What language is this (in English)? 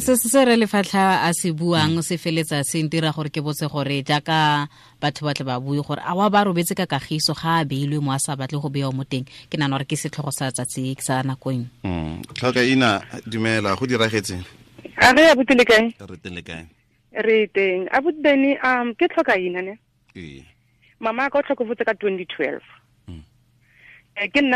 Tswana